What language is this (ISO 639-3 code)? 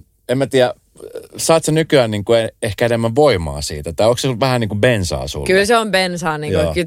fin